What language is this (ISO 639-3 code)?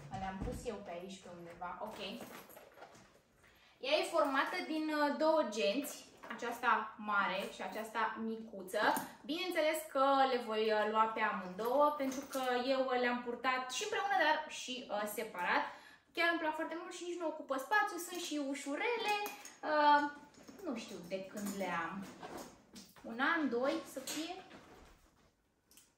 ron